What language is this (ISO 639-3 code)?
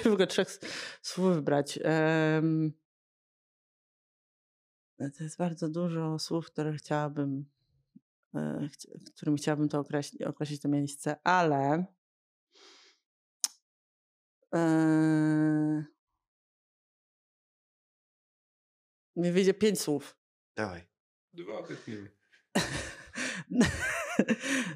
pol